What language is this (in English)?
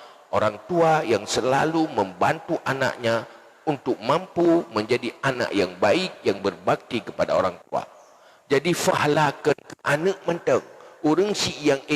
Achinese